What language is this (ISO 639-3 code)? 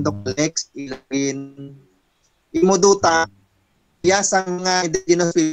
hil